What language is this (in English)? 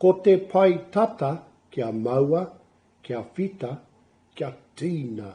Māori